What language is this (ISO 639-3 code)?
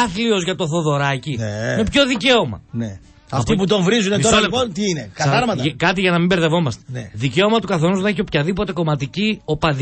ell